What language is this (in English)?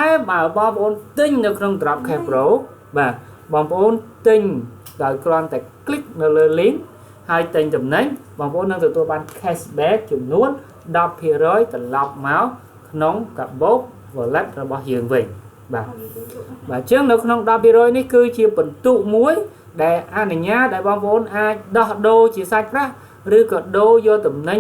Khmer